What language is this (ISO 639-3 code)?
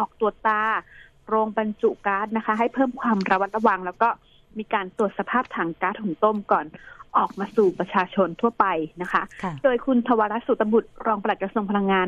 tha